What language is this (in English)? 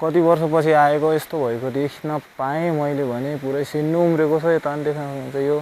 Nepali